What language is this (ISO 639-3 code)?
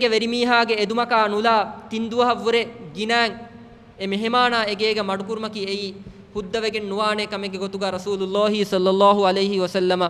div